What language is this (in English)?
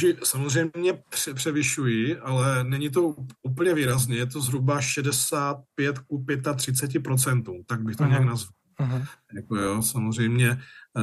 Czech